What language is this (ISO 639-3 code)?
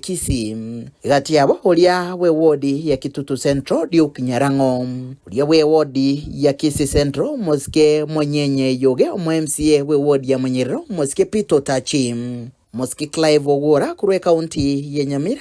guz